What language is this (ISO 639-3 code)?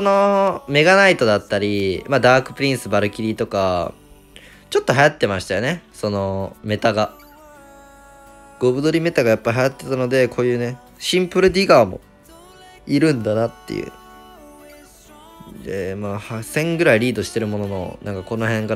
jpn